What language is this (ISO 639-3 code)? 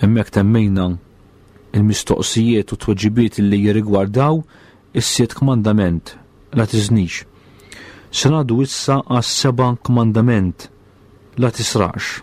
mlt